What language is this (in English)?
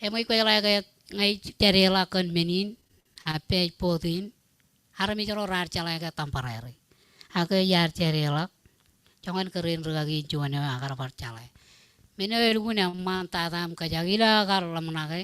Marshallese